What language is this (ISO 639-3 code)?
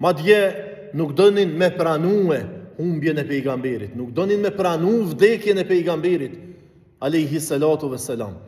sqi